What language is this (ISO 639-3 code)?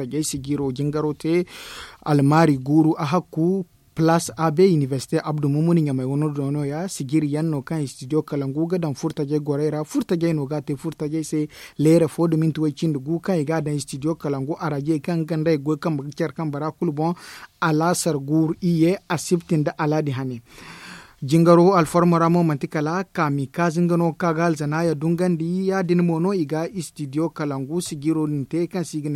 dje